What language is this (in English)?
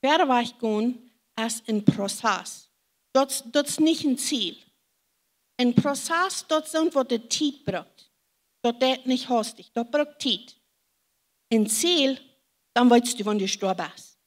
Plautdietsch